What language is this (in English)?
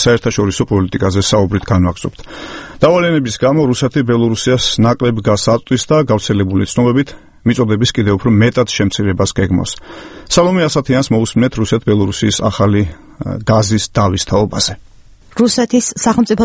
Georgian